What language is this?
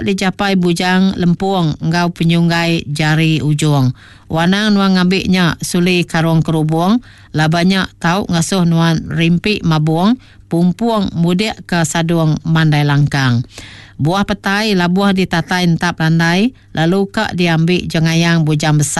Iban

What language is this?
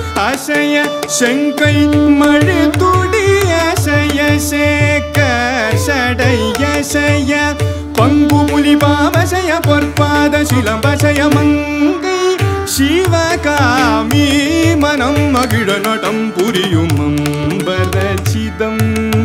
Tamil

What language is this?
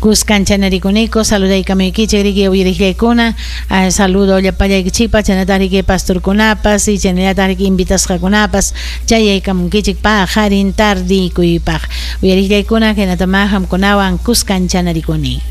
Ayacucho Quechua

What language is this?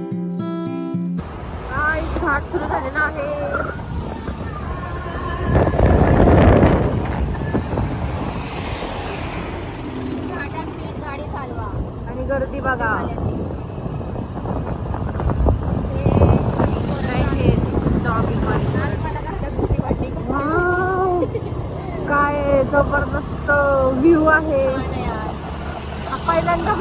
Marathi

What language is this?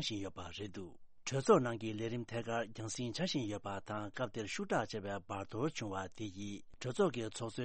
Tibetan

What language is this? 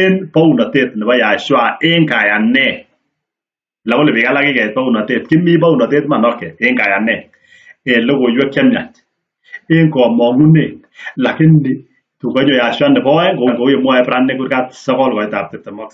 Kalenjin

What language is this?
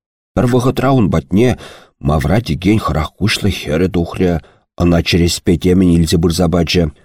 Chuvash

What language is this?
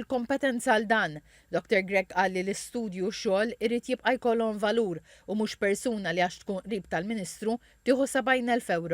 Maltese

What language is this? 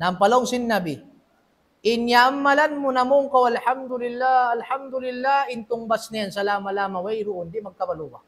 Tausug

